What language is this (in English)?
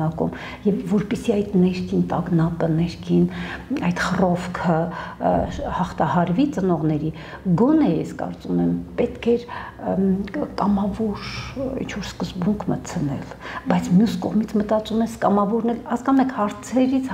Armenian